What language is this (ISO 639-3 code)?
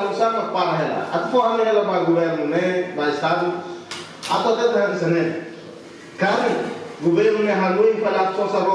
tet